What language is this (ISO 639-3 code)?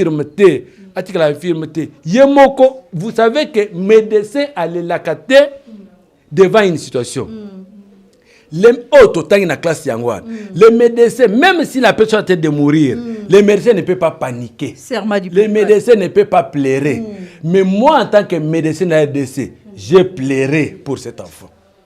lin